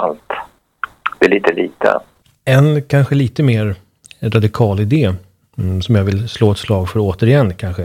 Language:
Swedish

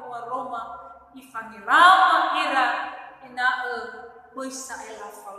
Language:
Nias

